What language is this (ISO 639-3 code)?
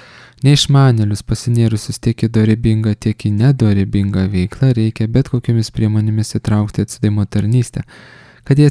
lit